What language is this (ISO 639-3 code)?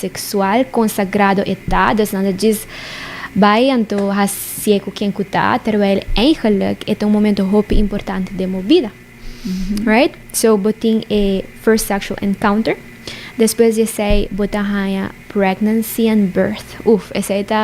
pap